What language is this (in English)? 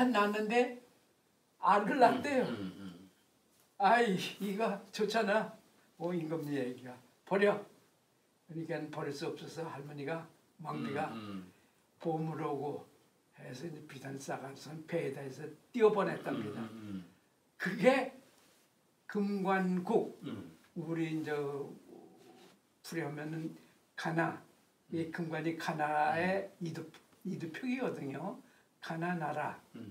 Korean